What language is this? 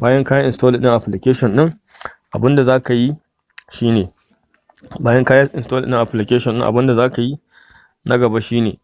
Hausa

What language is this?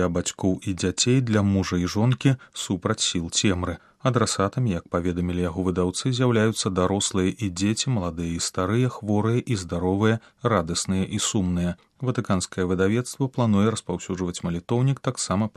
Belarusian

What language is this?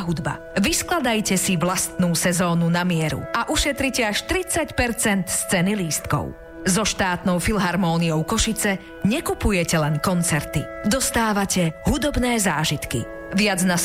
Slovak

